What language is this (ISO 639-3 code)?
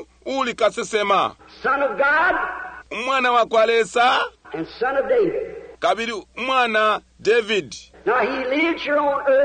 bem